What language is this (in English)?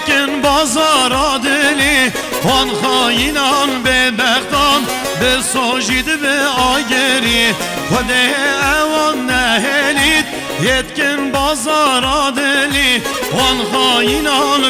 Kurdish